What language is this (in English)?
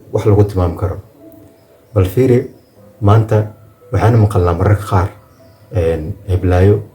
Somali